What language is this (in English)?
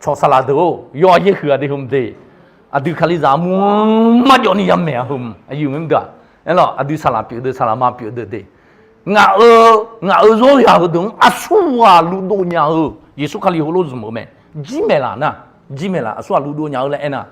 Akha